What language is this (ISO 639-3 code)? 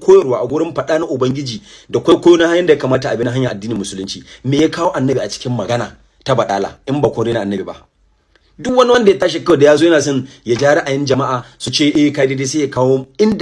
hau